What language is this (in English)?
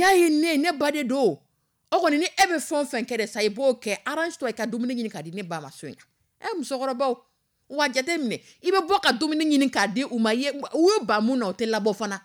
Dyula